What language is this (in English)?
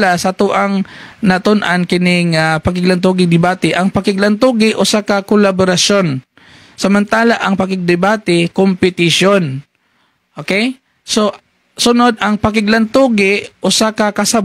Cebuano